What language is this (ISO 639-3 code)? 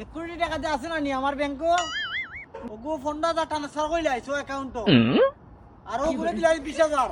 syl